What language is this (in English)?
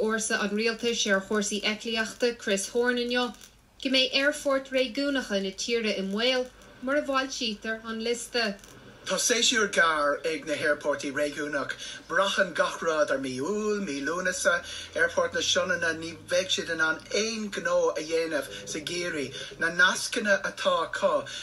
Irish